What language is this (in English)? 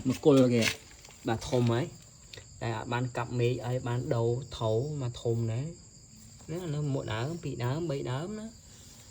Khmer